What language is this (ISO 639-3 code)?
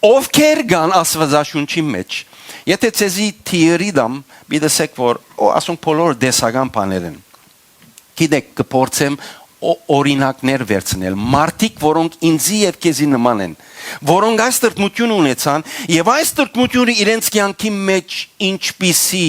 hyw